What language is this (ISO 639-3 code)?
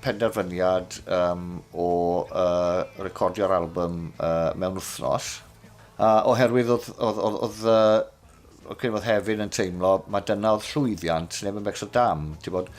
cym